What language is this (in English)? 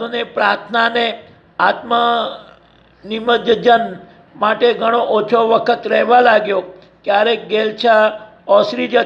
Gujarati